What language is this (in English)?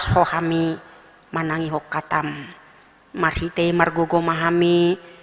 Batak Toba